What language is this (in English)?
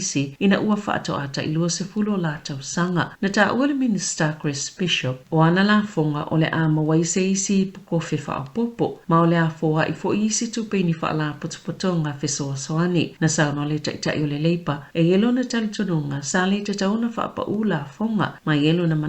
Samoan